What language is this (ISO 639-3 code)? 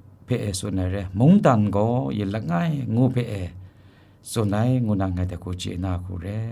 kac